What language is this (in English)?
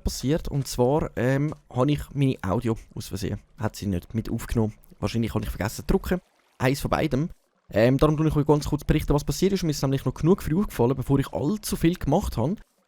Swiss German